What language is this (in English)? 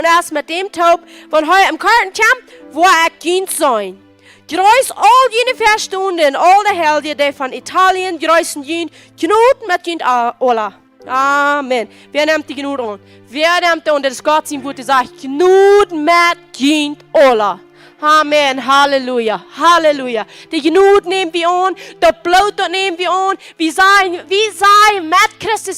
Plautdietsch